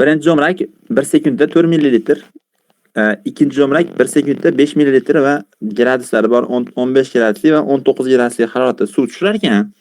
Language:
Uzbek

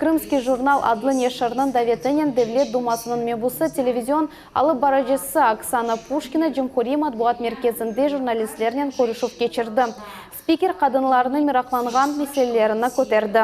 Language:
Crimean Tatar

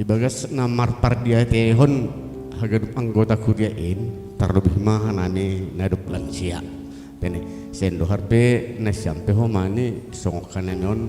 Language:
Batak Simalungun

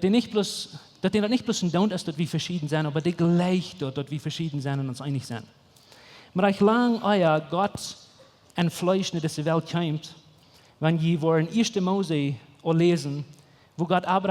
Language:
Plautdietsch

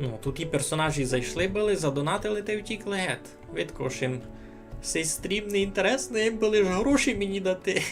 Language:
Rusyn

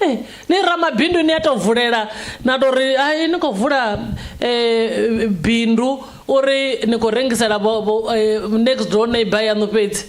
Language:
Venda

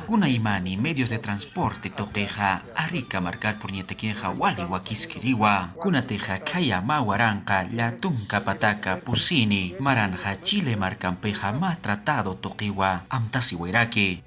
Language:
Aymara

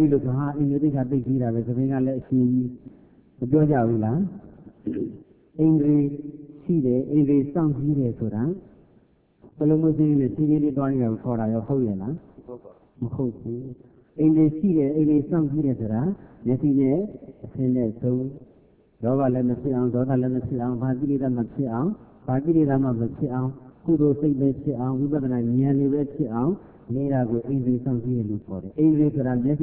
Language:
Burmese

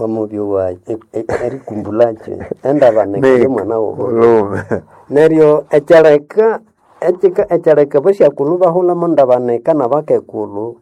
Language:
Nande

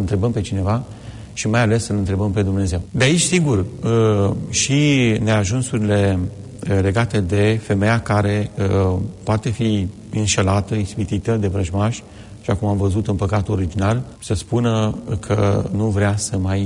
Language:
Romanian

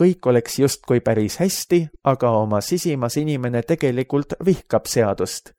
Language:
Estonian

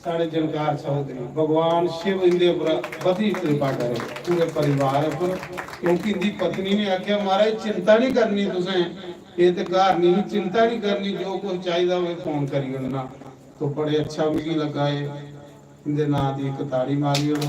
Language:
Dogri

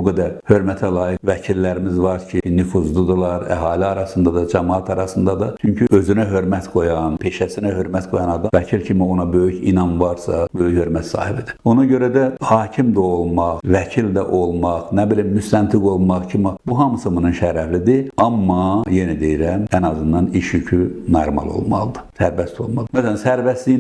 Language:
Azerbaijani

